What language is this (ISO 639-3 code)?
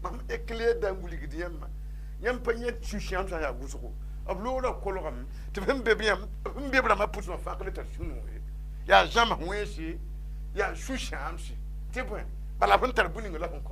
mos